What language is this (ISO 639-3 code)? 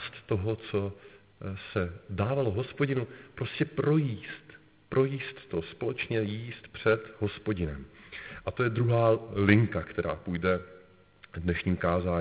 ces